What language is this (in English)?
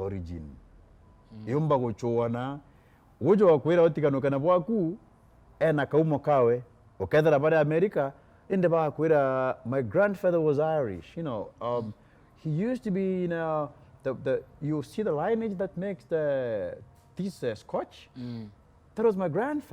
Meru